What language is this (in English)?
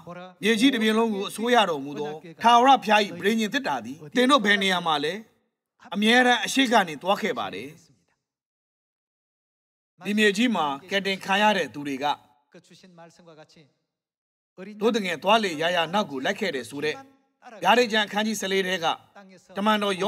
Burmese